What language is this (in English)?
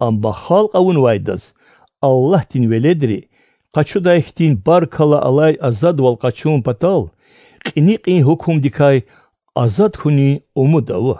Lezghian